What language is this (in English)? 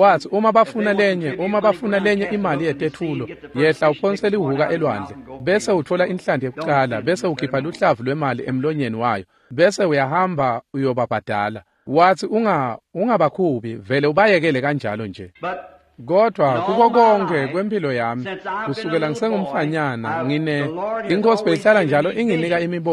Swati